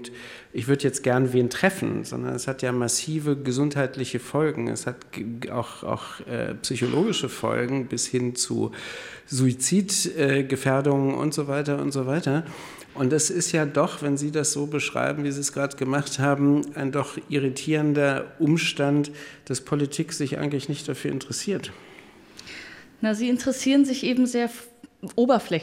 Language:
German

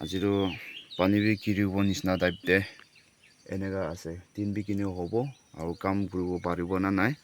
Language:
Naga Pidgin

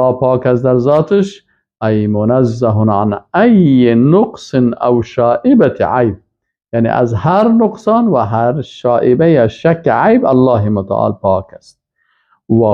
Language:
Persian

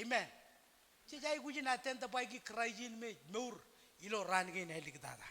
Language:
Marshallese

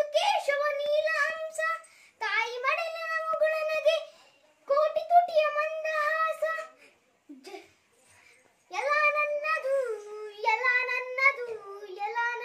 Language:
Kannada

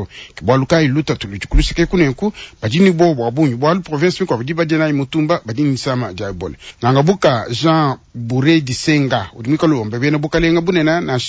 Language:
Luba-Lulua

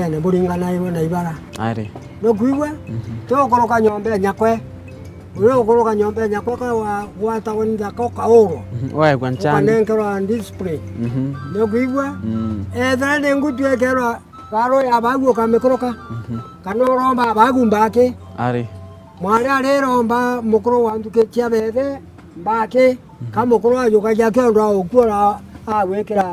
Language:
Meru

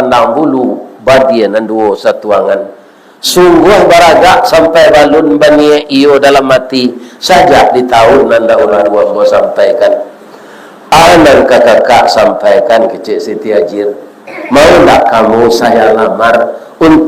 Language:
Minangkabau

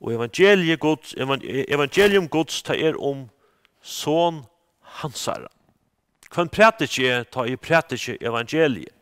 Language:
Faroese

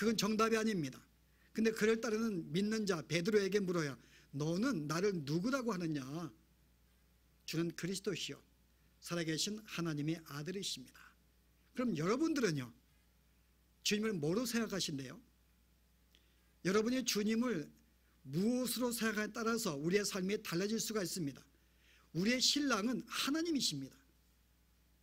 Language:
Korean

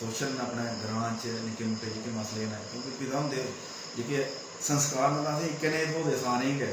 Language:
Dogri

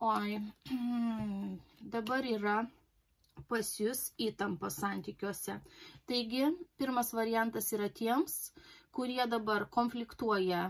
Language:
Lithuanian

